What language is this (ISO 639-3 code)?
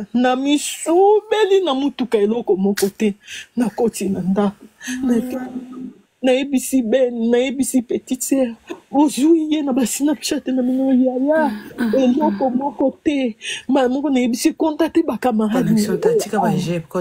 lin